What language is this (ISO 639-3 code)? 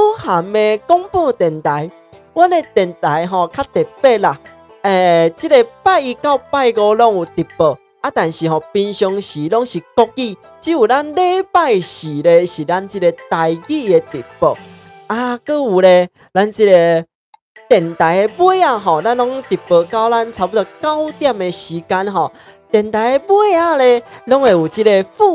nan